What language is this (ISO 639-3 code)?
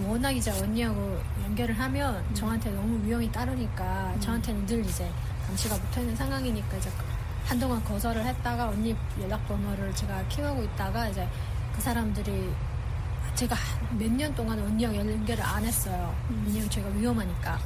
kor